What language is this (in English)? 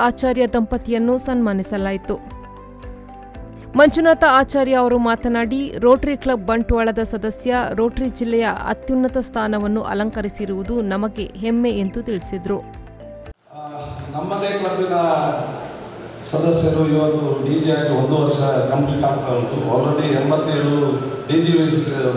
Kannada